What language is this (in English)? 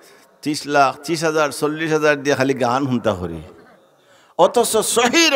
Sylheti